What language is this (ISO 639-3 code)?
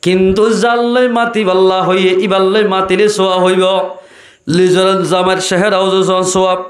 rhg